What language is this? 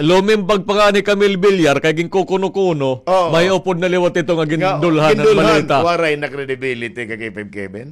Waray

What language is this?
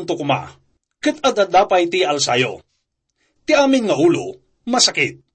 Iloko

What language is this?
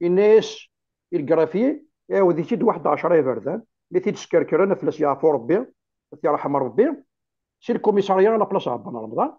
Kabyle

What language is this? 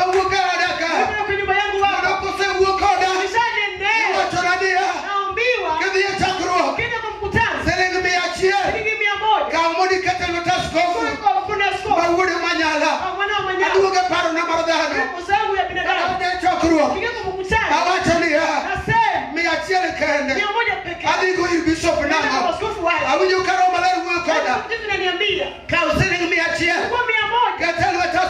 Luo (Kenya and Tanzania)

